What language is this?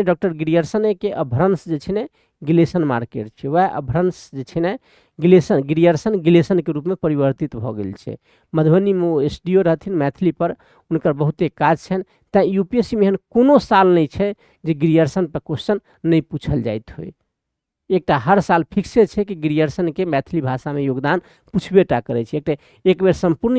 Maithili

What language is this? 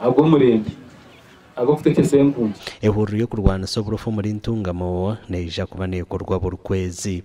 Nyankole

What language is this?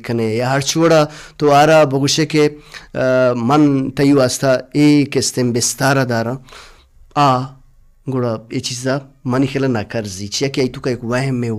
Baluchi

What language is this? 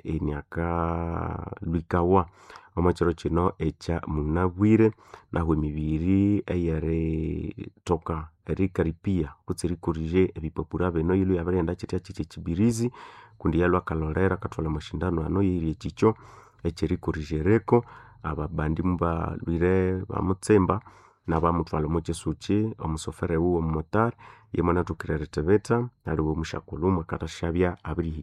Nande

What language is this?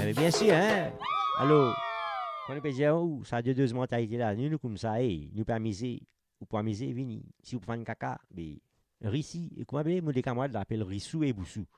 Morisyen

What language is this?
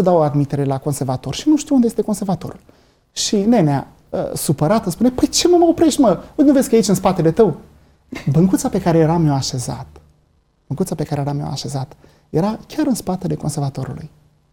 Romanian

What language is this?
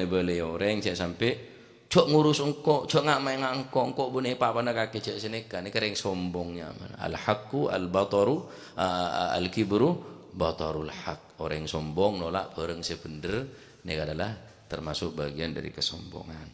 Madurese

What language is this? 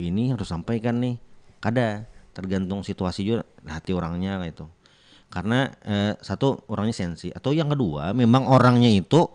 Banjar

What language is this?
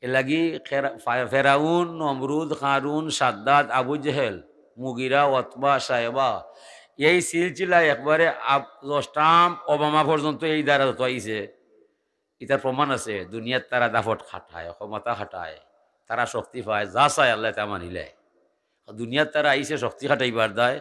Sylheti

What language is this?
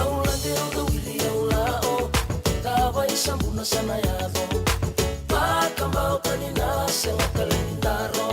Fijian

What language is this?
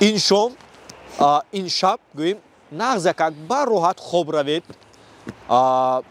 Tajik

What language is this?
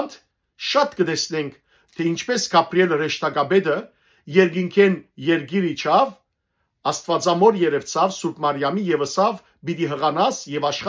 Western Armenian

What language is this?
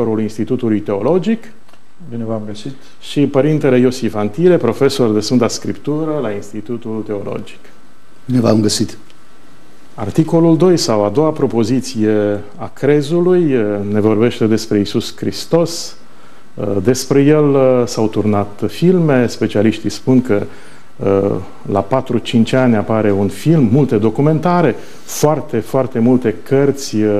Romanian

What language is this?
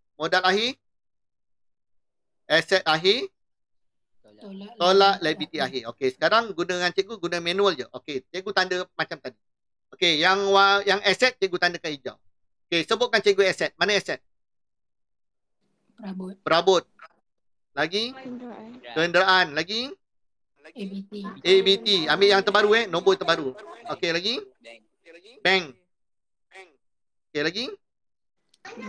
Malay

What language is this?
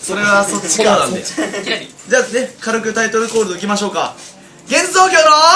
Japanese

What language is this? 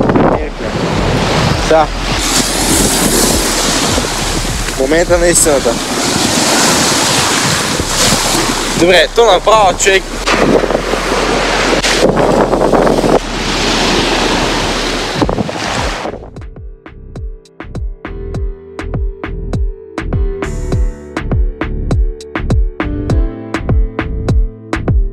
Bulgarian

